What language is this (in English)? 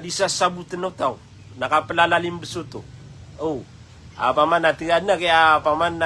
Maranao